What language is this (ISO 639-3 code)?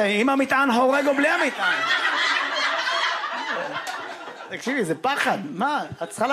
heb